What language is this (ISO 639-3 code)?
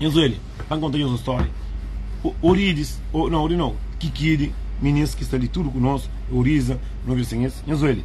kea